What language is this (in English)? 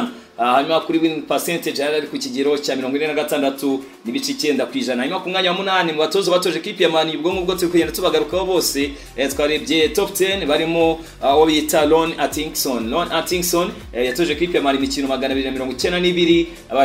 Kinyarwanda